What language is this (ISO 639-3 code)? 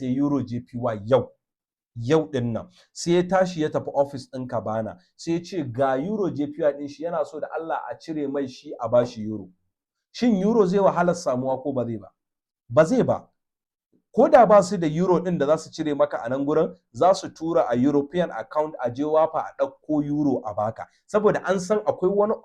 hau